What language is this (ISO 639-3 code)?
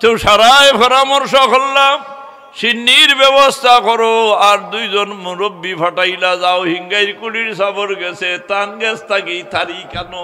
syl